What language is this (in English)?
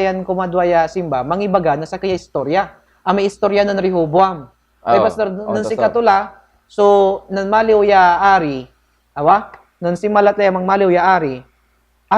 Pangasinan